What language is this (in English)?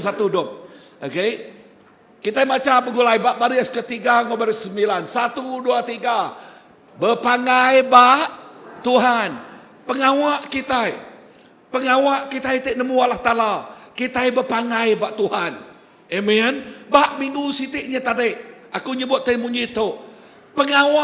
Iban